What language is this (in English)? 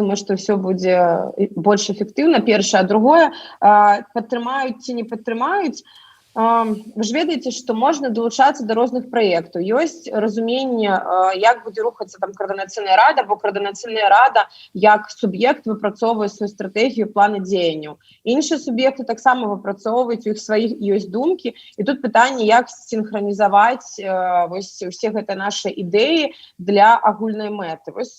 Belarusian